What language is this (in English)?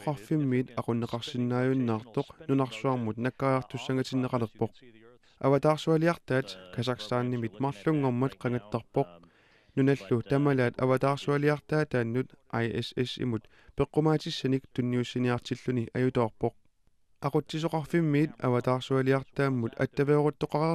Kalaallisut